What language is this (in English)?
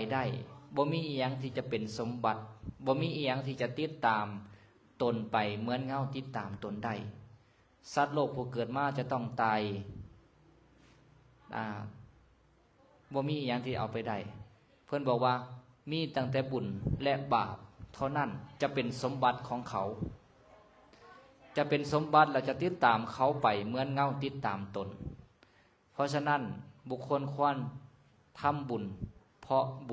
Lao